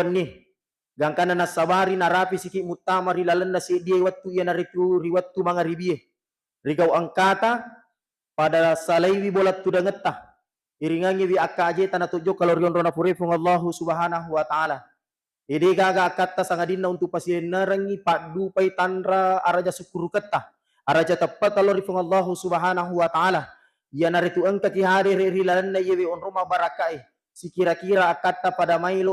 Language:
Buginese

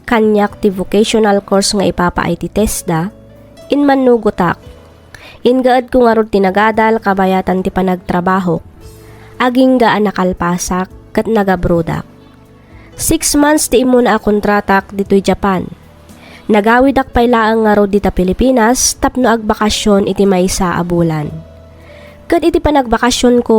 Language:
Iloko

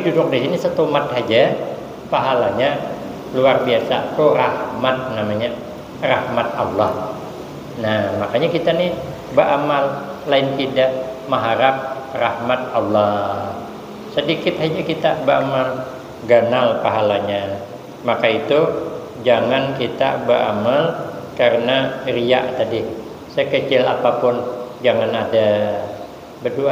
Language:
Banjar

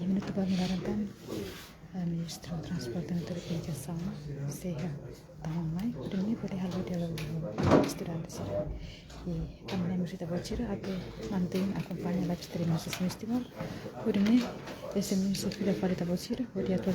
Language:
Tetum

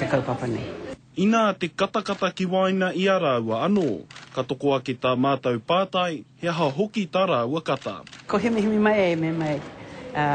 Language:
Māori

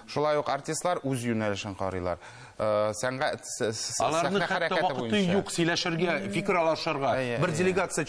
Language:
Tatar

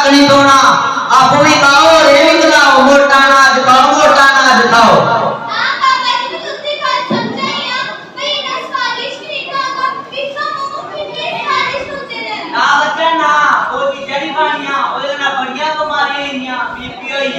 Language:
Dogri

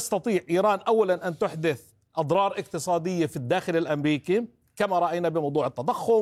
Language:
Arabic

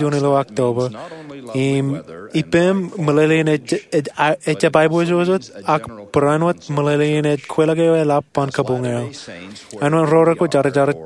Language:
Marshallese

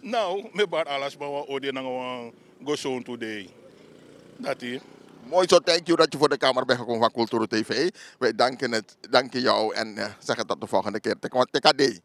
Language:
Sranan Tongo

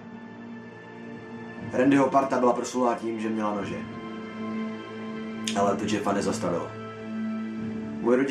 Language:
Czech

